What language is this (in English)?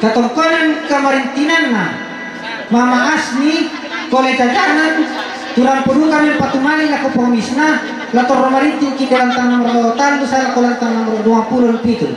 Toraja-Sa'dan